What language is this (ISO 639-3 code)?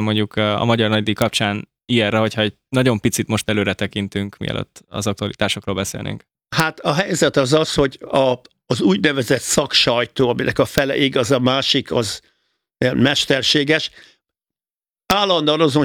hun